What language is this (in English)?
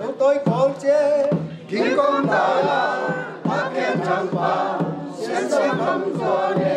Tedim Chin